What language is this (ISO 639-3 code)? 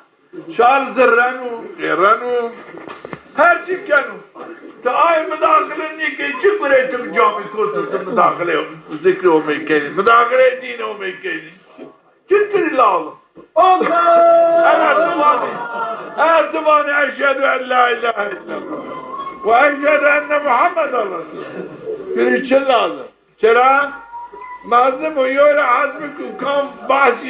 zza